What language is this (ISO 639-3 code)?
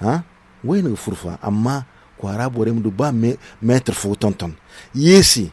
dje